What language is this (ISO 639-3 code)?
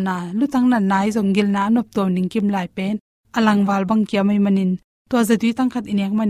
ctd